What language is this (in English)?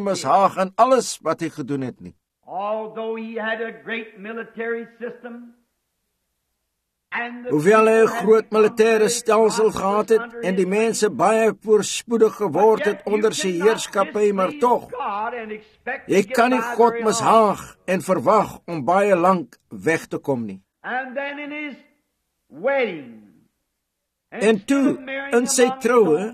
Afrikaans